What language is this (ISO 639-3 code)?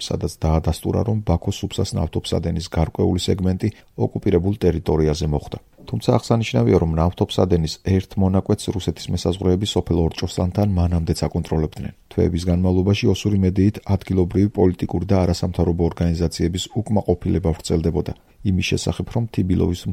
kat